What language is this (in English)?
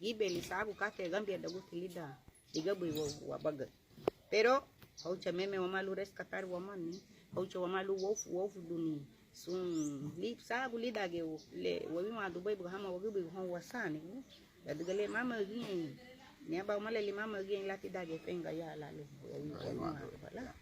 Garifuna